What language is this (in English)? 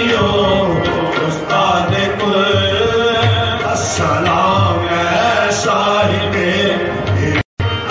Urdu